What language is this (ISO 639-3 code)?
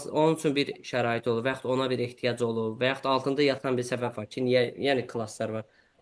aze